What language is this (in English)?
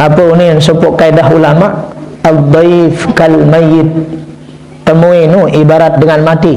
Sasak